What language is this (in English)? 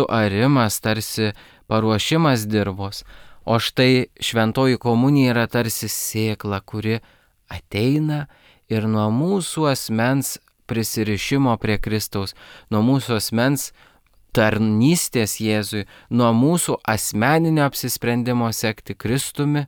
Lithuanian